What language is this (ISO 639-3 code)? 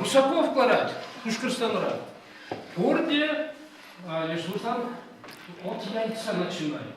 chv